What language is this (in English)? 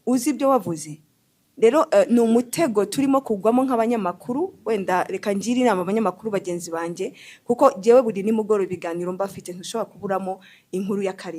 Kinyarwanda